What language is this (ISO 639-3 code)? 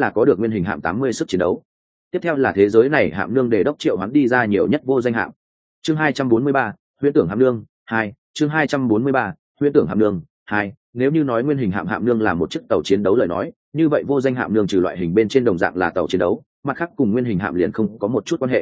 vie